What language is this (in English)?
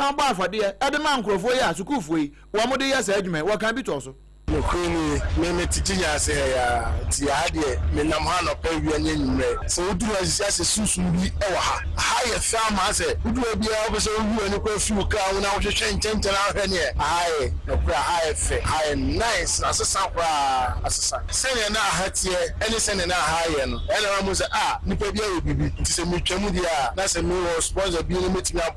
Akan